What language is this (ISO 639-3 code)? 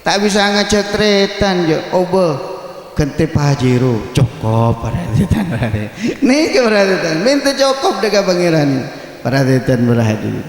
mad